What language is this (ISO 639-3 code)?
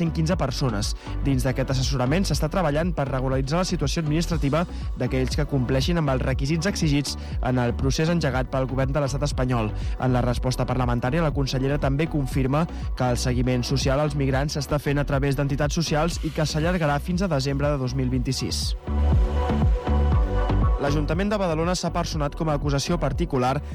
cat